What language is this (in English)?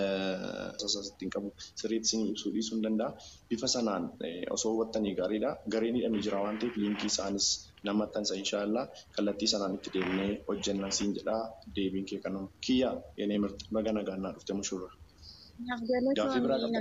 Oromo